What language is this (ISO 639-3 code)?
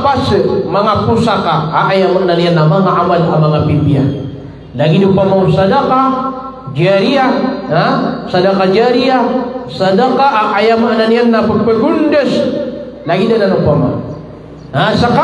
mrw